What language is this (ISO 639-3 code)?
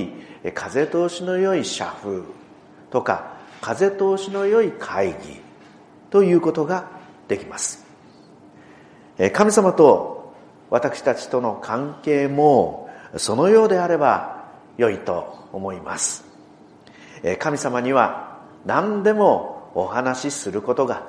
jpn